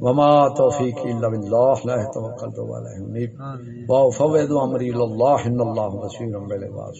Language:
Saraiki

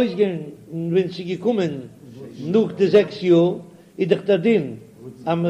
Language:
Yiddish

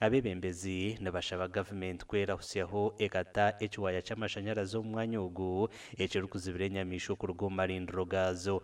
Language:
Nyankole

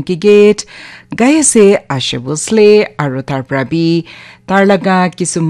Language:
Naga Pidgin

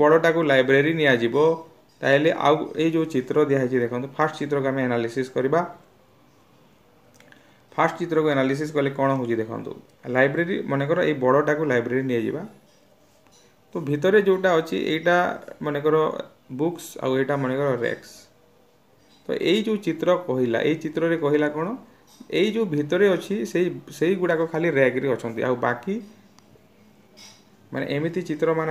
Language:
Odia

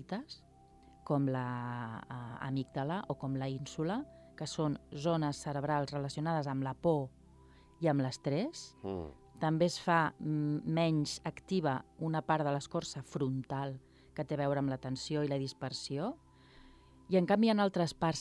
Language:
Catalan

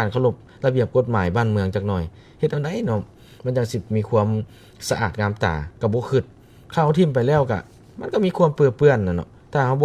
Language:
Lao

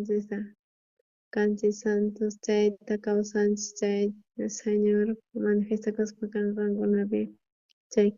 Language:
South Bolivian Quechua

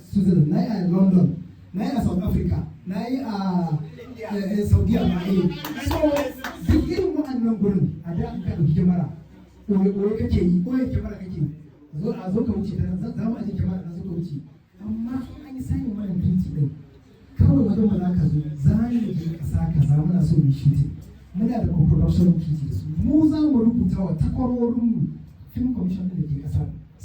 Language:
Hausa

